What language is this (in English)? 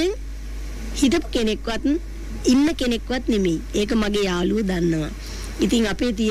Sinhala